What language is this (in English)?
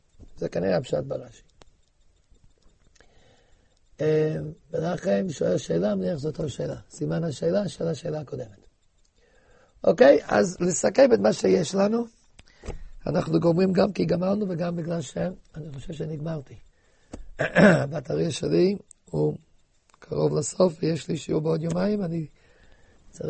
Hebrew